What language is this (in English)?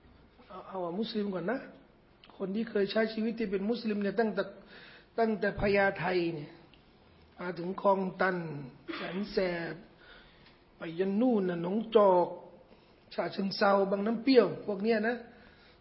Thai